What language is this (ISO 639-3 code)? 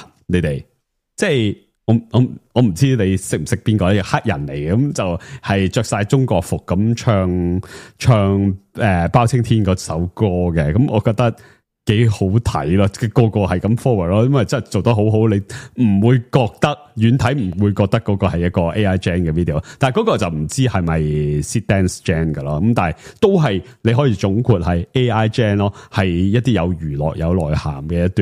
yue